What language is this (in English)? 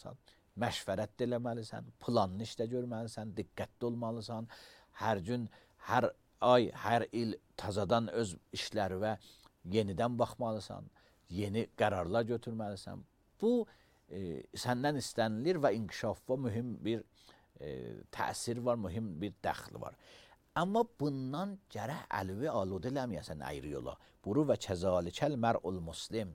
Azerbaijani